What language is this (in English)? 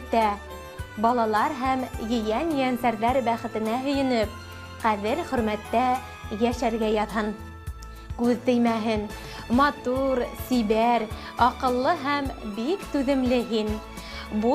Bashkir